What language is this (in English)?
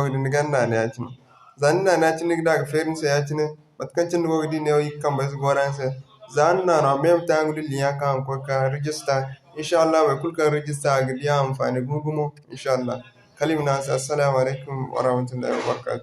Zarma